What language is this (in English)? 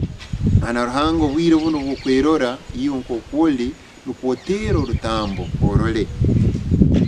Nyankole